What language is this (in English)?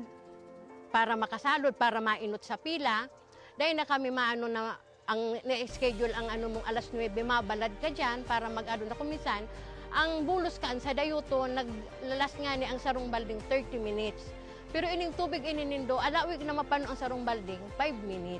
Bikol